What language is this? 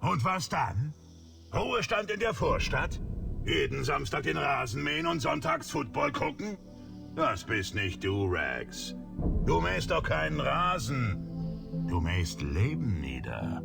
Bavarian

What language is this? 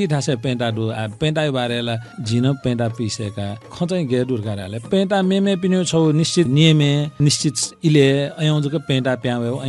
Newari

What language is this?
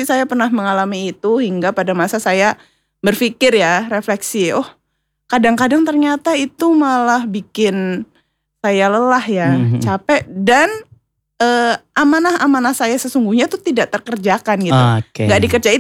Indonesian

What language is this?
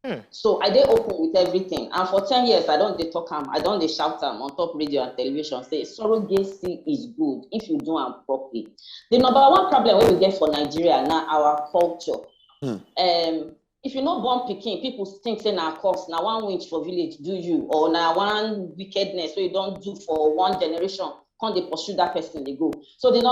Nigerian Pidgin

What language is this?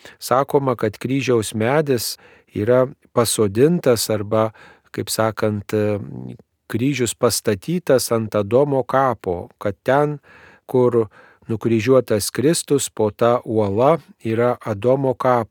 Lithuanian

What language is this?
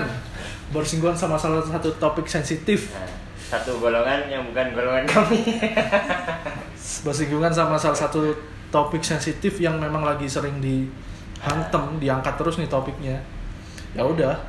Indonesian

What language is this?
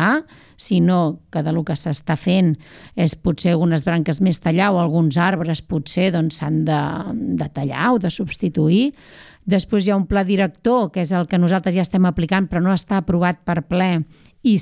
Catalan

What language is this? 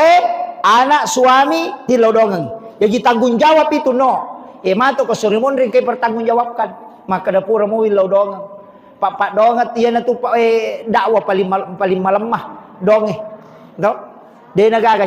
Buginese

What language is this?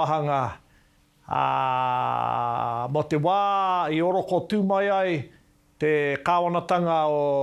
Māori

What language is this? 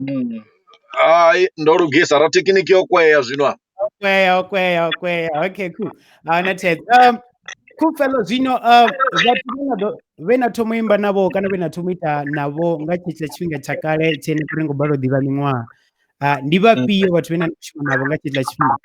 Venda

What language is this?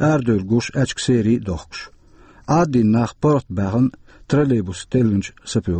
Chechen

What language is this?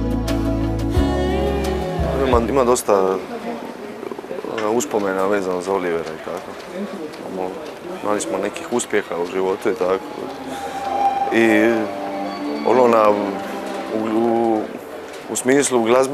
Croatian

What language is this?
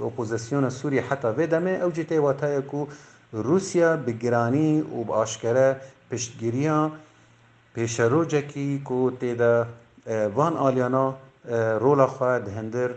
Kurdish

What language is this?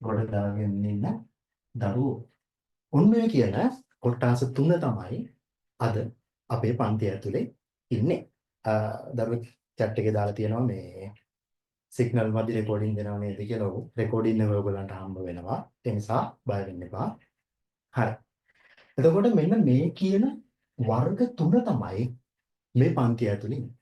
Sinhala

